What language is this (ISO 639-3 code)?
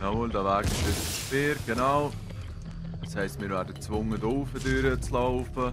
gsw